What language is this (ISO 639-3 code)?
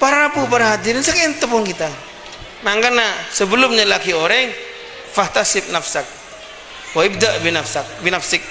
mad